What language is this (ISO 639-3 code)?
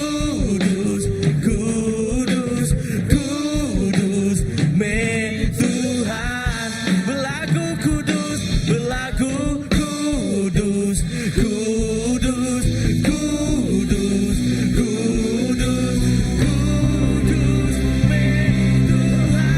iba